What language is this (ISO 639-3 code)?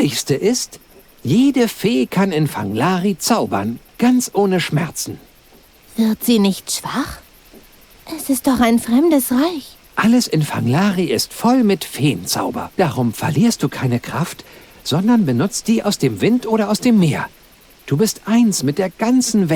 bar